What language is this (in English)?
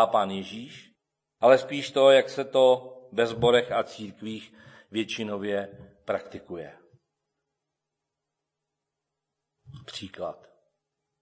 Czech